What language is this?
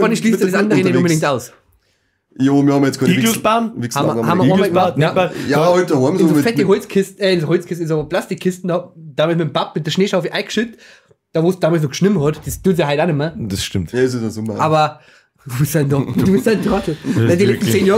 Bavarian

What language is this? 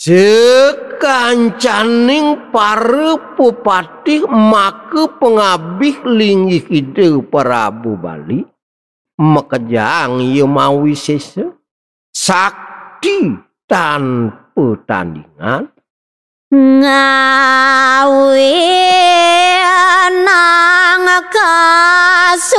Balinese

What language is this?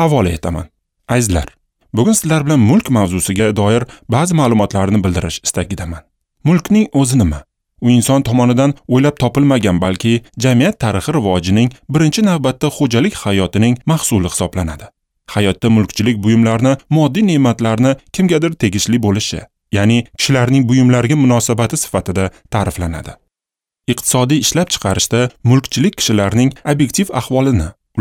Uzbek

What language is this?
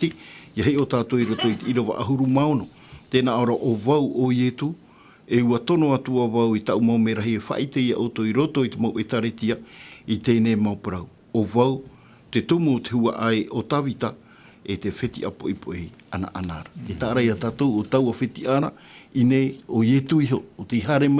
Tahitian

